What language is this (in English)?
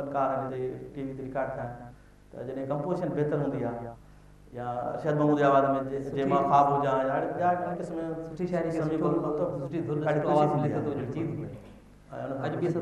Sindhi